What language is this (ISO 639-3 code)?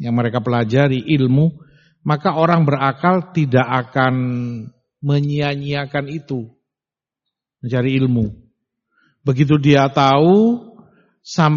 ind